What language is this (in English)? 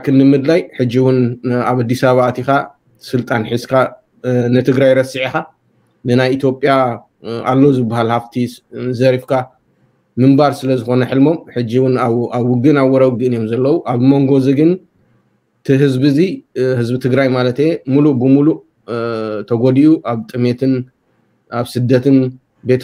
Tigrinya